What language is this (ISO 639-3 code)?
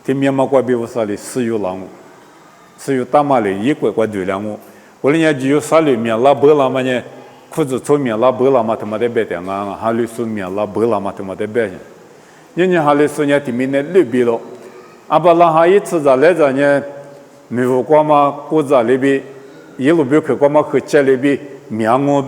lis